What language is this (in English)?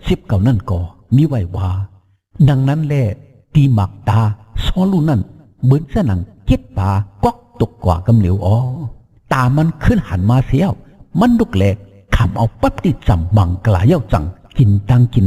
Shan